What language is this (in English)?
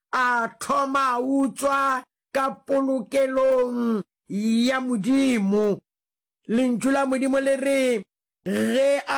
Northern Sotho